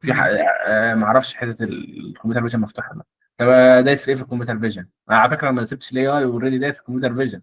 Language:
Egyptian Arabic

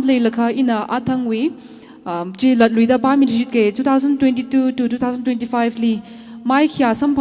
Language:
Tangkhul Naga (India)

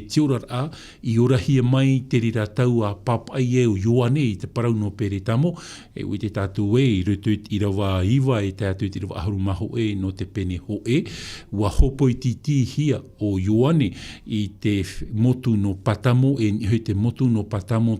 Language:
Tahitian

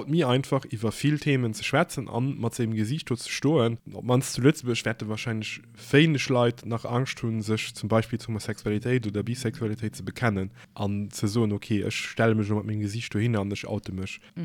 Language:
Luxembourgish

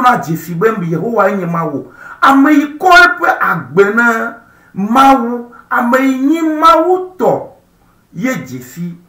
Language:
Ewe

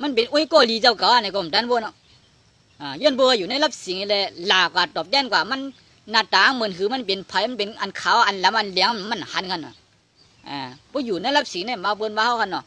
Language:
Shan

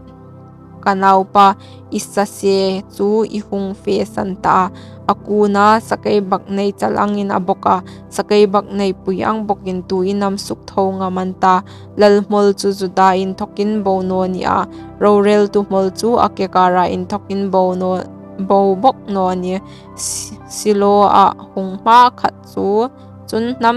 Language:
Hmar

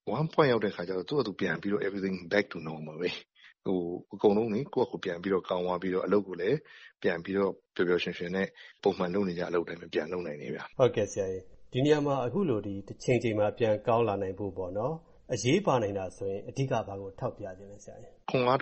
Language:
Burmese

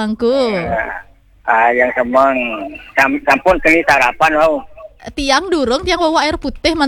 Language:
Balinese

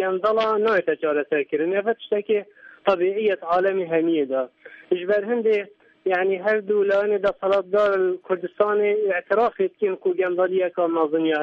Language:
Kurdish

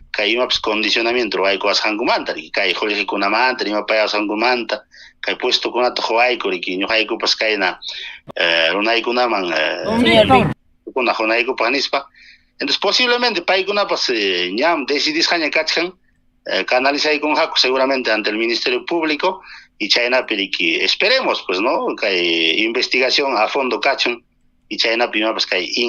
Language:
Ayacucho Quechua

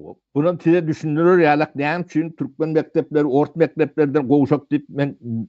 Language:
Turkmen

